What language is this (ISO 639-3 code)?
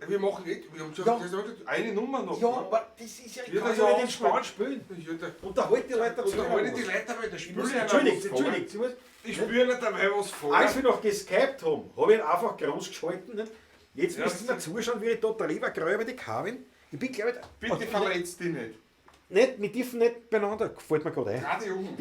bar